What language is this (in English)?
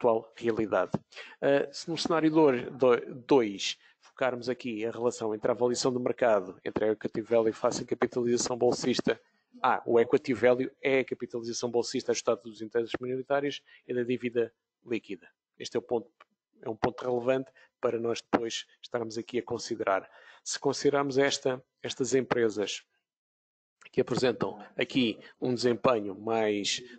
Portuguese